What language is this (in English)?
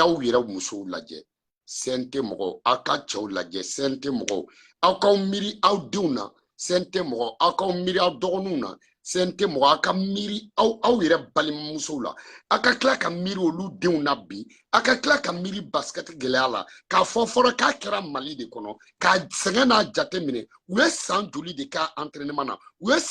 Bambara